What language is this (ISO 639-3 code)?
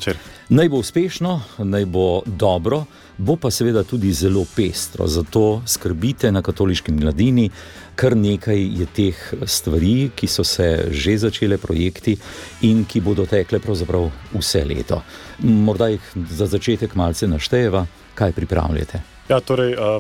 slv